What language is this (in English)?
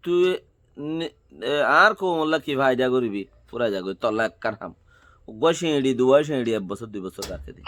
Rohingya